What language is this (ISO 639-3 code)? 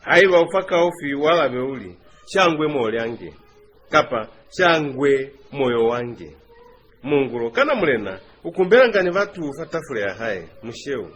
loz